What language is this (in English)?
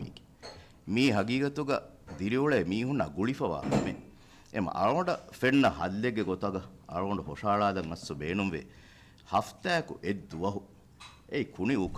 Divehi